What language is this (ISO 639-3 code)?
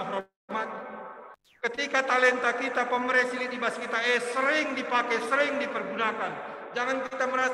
btx